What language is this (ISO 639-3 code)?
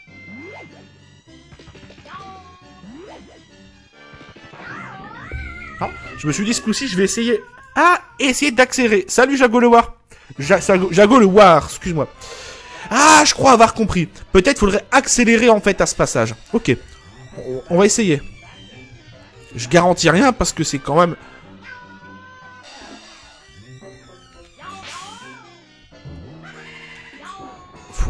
fra